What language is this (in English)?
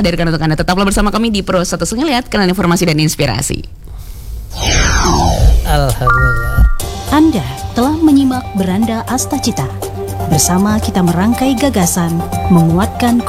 Indonesian